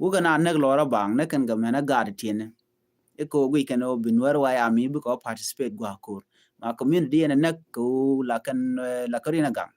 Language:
Nuer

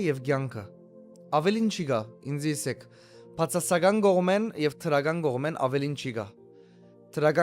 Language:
Western Armenian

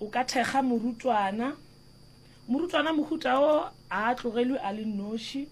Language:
Northern Sotho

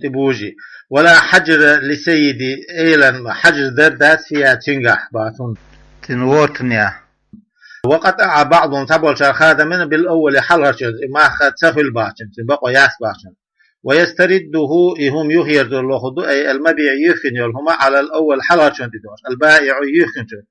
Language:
Chechen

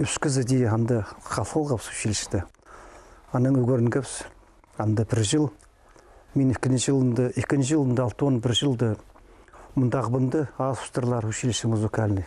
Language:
Khakas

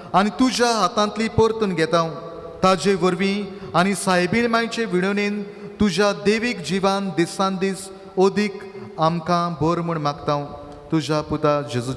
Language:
Konkani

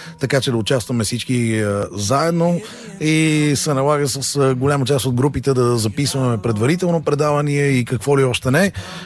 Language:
Bulgarian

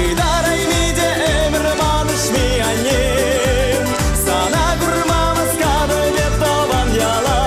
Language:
Chuvash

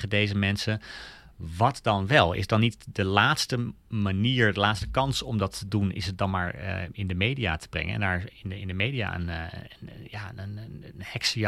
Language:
Dutch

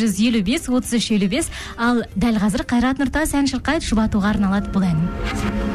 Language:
Kazakh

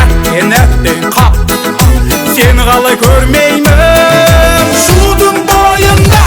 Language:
Kara-Kalpak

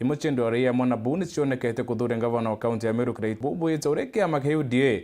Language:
Meru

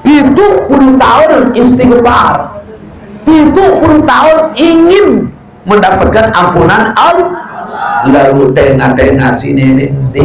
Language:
Sasak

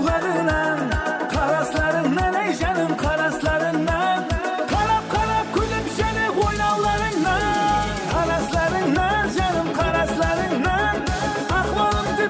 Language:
Kara-Kalpak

